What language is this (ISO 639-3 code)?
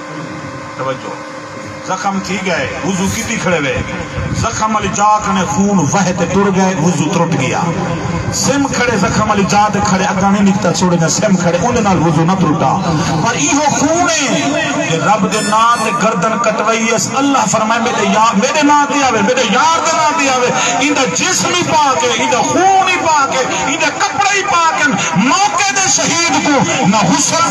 skr